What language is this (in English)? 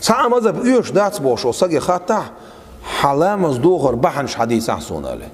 Chechen